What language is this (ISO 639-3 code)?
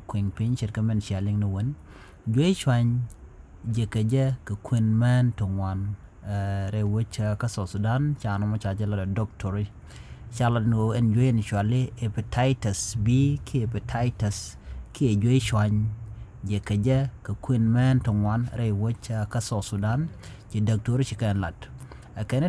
nus